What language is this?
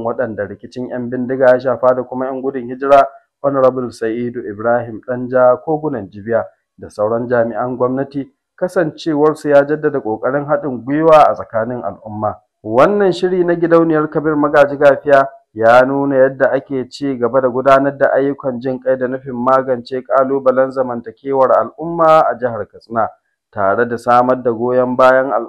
Hausa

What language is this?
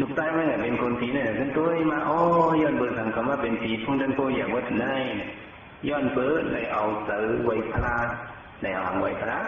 Shan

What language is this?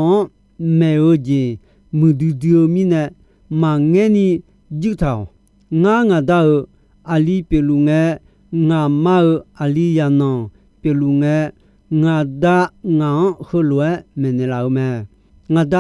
Akha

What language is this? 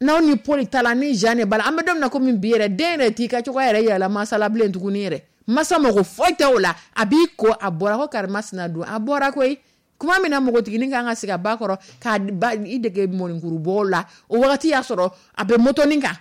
Dyula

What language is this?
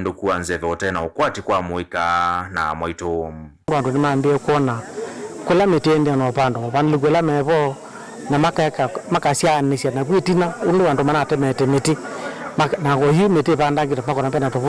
Kamba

